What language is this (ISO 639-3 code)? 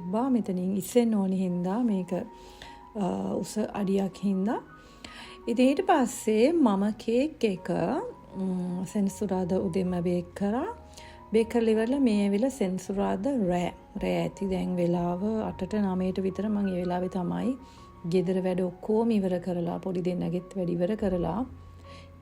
sin